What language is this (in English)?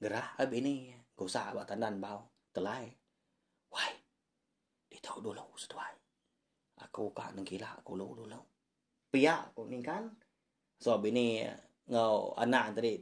Iban